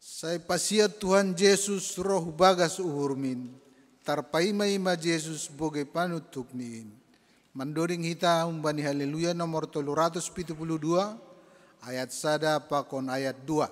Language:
Batak Simalungun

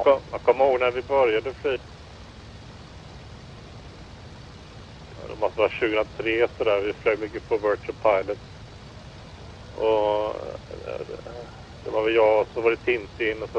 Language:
Swedish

